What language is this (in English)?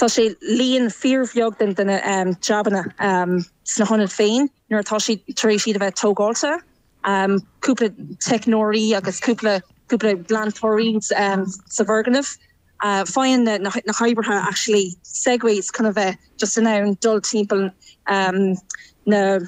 Irish